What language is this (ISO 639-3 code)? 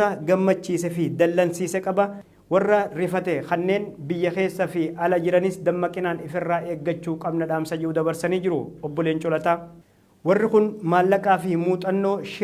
orm